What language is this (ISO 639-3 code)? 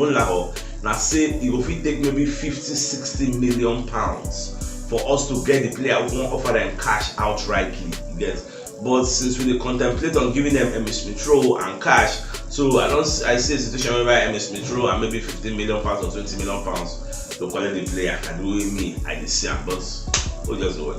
pcm